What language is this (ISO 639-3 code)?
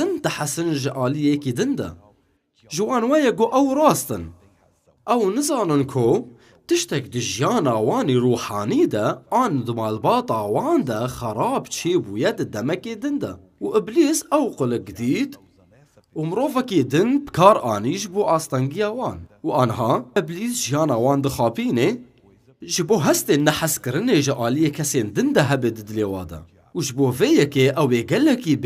kur